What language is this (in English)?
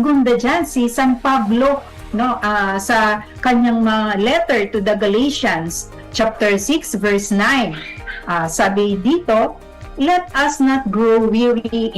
Bikol